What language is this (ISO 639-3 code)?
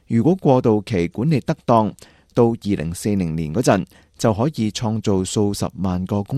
yue